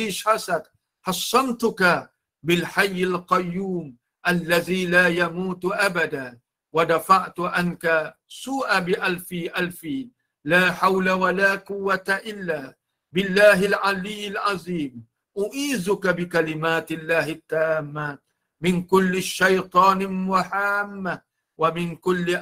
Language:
Malay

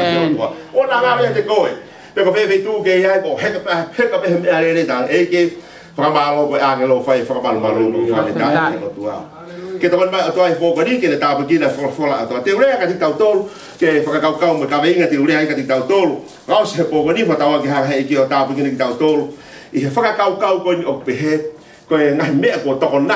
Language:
Tongan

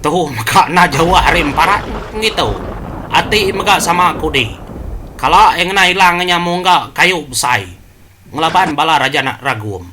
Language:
Iban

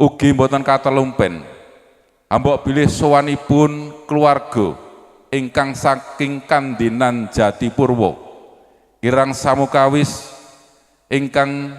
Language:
Javanese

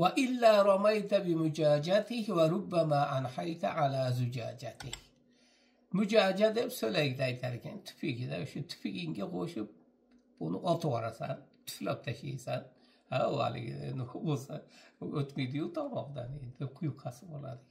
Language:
Uzbek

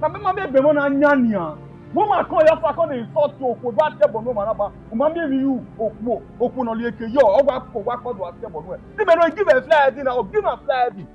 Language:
Bini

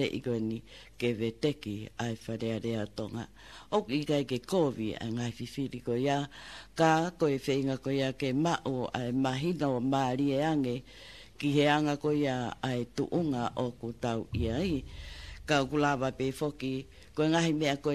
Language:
Tongan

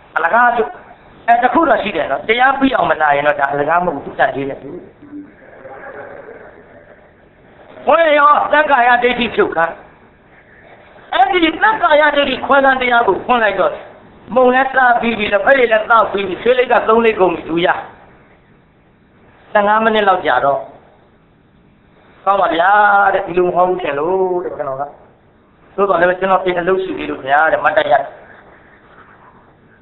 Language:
Burmese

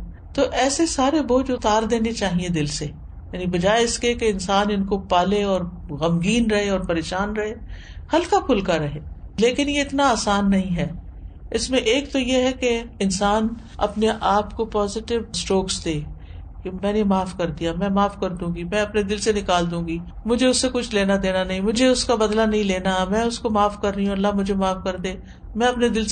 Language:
Urdu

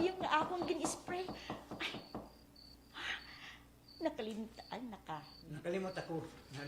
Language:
Waray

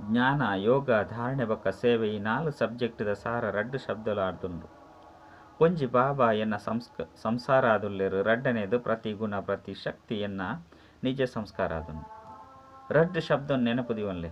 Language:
Tulu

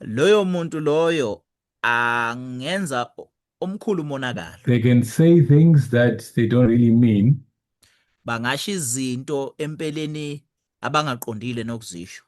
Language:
Zulu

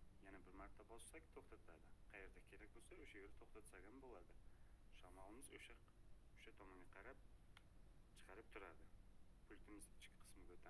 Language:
Uzbek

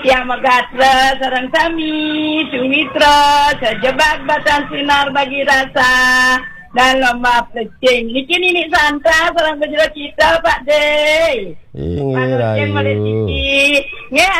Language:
Balinese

